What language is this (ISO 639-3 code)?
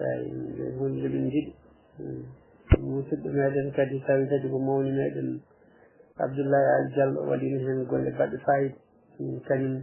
ful